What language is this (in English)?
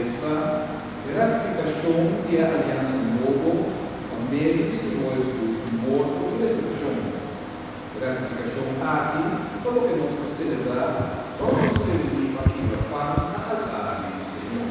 Papiamento